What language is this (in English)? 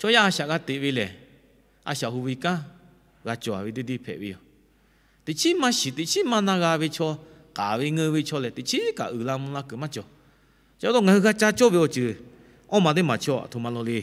Lahu